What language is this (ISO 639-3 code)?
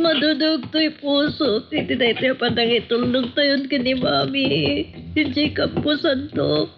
ilo